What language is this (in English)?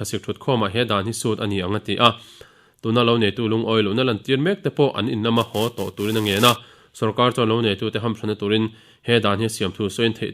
Mizo